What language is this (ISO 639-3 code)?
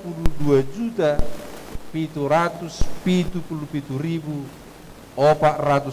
bbc